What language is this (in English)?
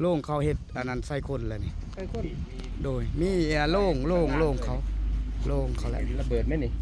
Lao